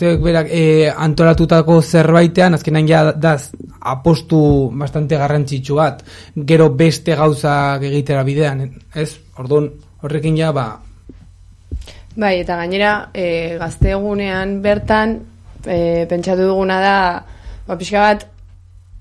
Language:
Basque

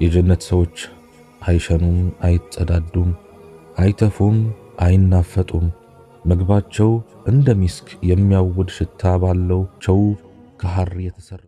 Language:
Amharic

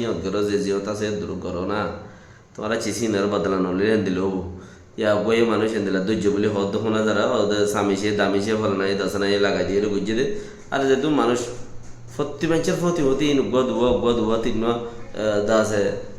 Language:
Rohingya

